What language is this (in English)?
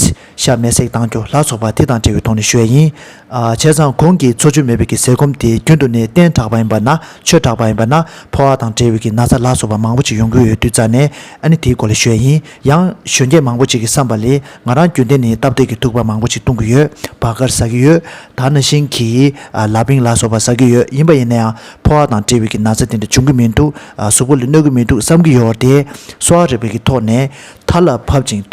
Tibetan